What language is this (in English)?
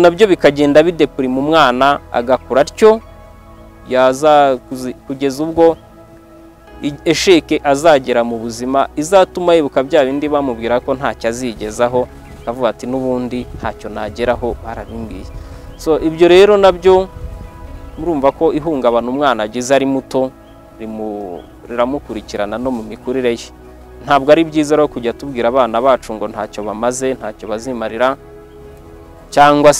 Kinyarwanda